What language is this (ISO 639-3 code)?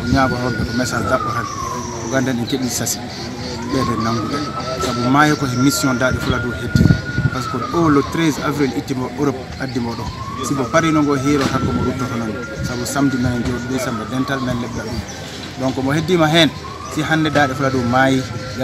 ful